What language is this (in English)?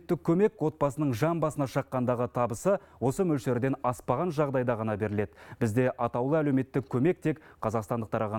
Kazakh